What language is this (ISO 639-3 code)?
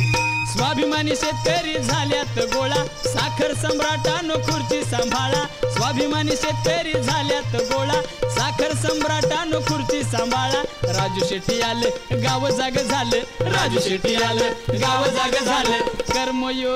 mar